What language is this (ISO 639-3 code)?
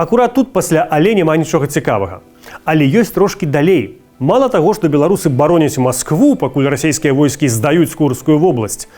bel